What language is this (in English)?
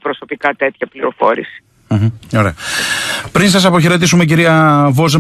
Greek